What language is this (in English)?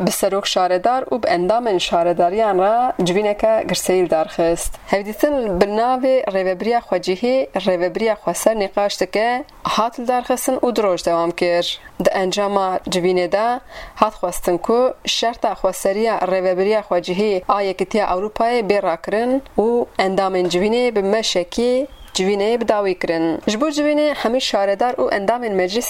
Kurdish